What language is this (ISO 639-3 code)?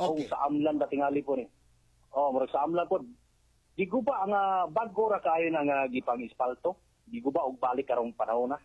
ceb